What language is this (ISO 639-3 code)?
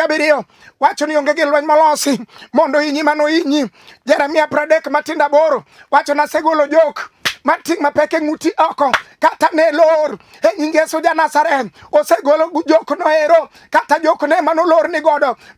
luo